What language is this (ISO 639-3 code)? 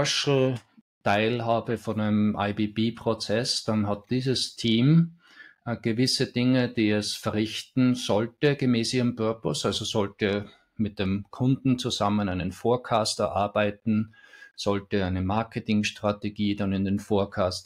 deu